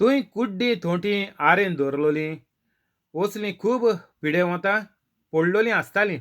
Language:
Konkani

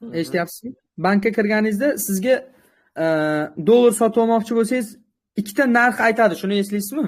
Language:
Uzbek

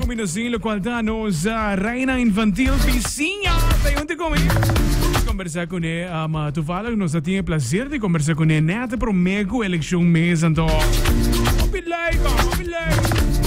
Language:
Papiamento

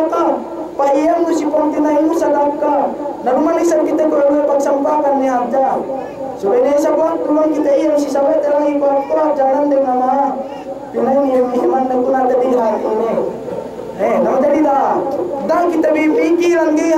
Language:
Yakan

